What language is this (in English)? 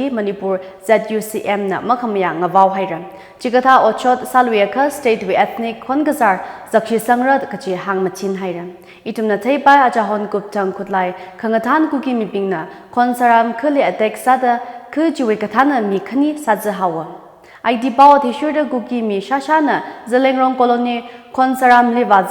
Tangkhul Naga (India)